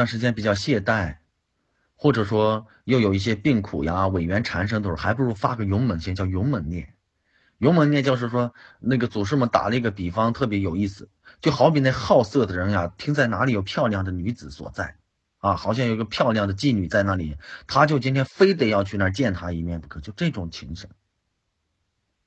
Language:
Chinese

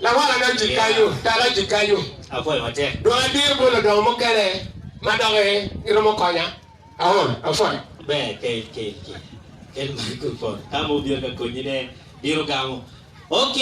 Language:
Acoli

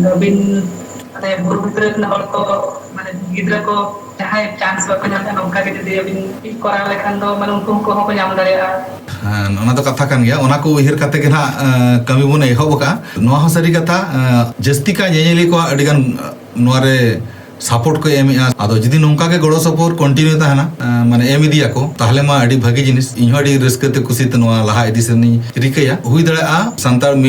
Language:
Santali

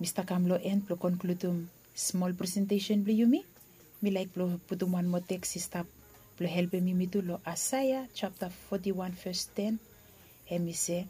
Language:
Bislama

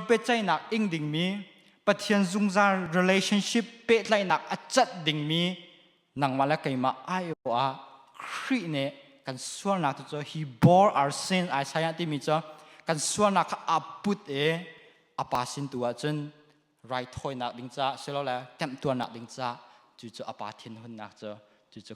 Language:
Hakha Chin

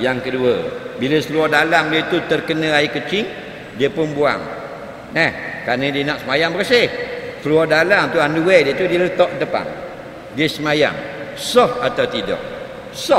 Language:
Malay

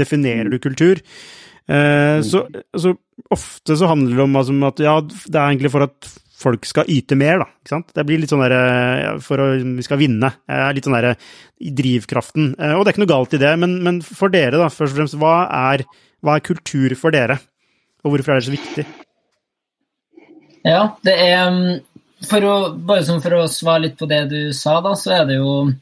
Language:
Norwegian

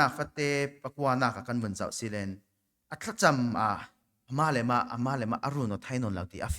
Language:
Falam Chin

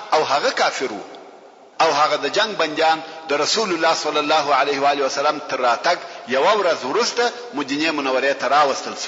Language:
Pashto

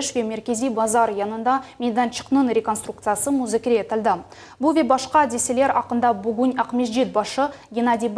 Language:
Crimean Tatar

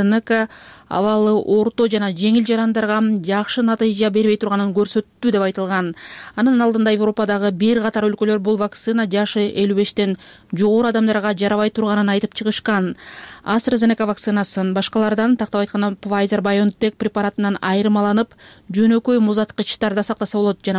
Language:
Kyrgyz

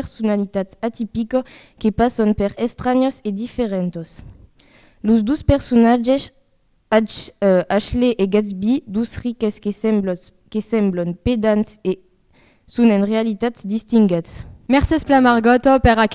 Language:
Occitan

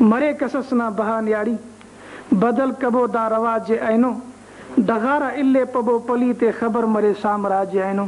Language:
Brahui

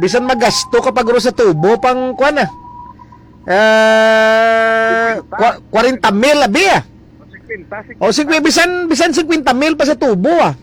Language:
Hiligaynon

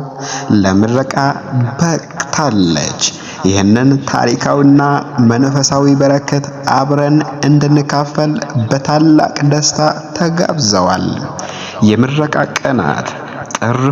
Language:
Amharic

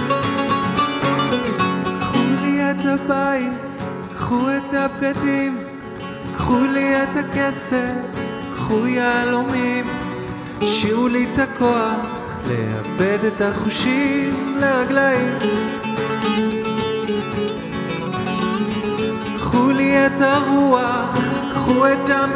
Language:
Hebrew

